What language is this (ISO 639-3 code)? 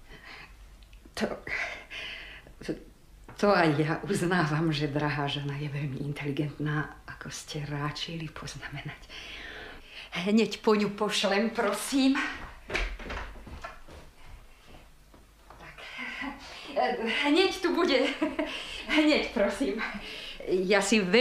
slk